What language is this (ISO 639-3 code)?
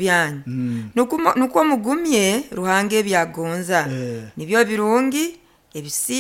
nyo